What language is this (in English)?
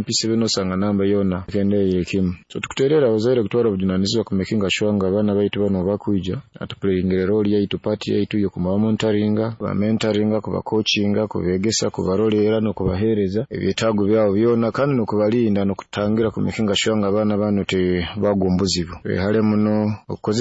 Nyoro